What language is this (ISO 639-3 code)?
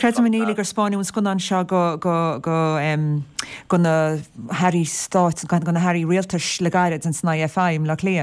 gle